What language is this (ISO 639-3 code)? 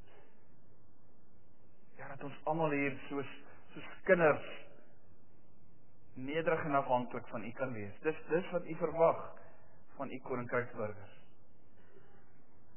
afr